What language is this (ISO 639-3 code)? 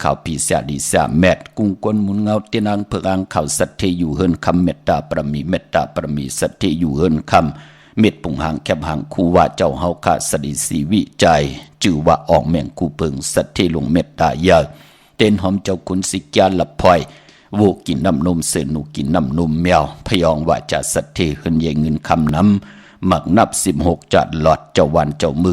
shn